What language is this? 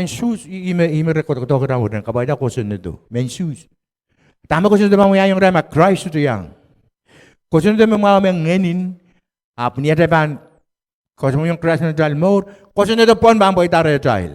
Pohnpeian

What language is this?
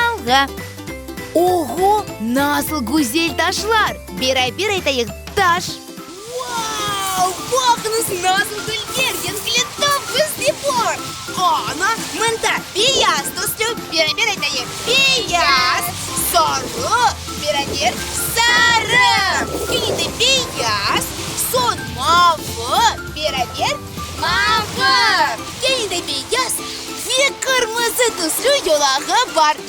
Crimean Tatar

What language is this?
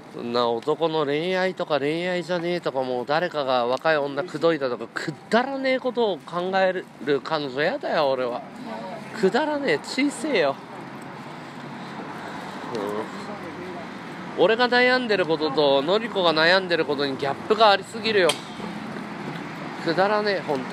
Japanese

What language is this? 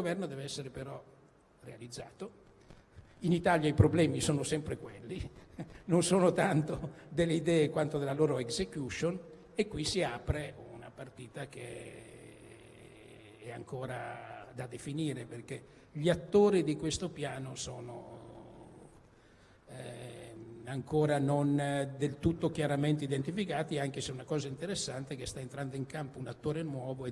Italian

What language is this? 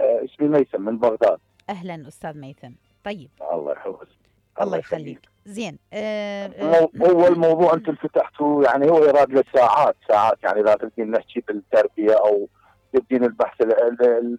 Mesopotamian Arabic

